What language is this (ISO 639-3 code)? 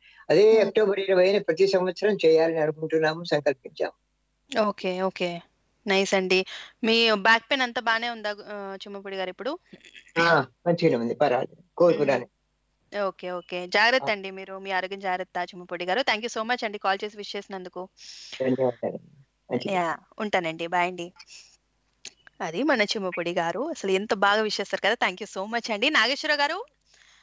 tel